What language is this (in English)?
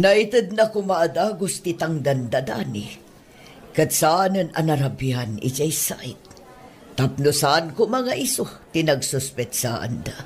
Iloko